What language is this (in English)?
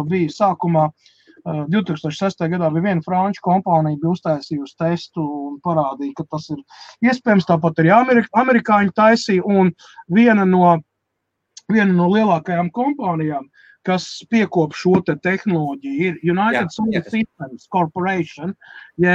Latvian